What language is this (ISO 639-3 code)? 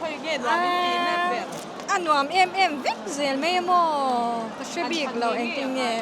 lus